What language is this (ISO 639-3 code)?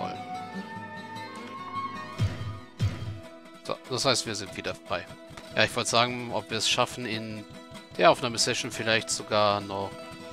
deu